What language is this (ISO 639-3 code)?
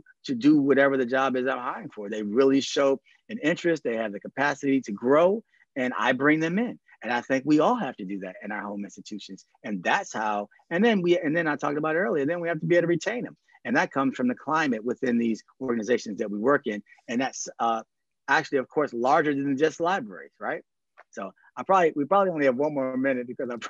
eng